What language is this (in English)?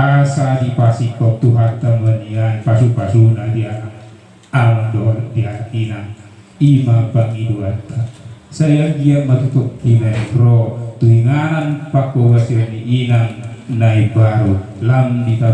Batak Toba